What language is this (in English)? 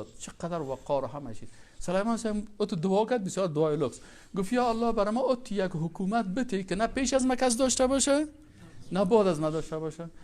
Persian